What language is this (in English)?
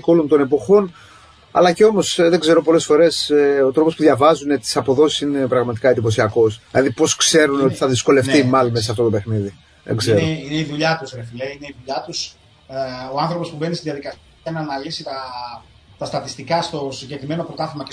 Greek